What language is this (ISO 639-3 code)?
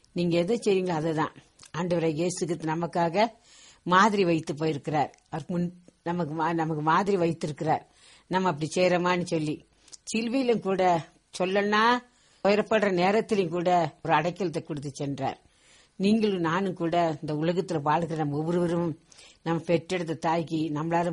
tam